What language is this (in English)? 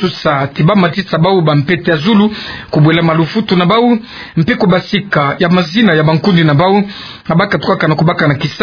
Kituba (Democratic Republic of Congo)